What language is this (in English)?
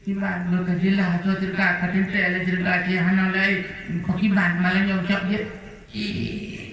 Achinese